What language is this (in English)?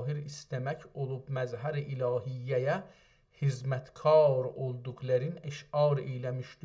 South Azerbaijani